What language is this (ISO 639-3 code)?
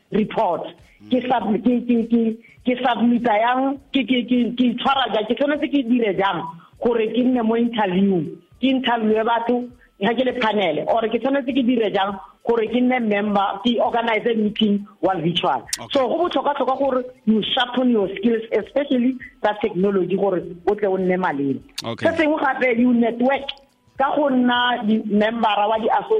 tsn